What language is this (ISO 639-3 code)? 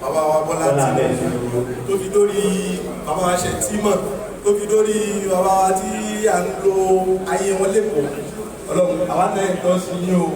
yor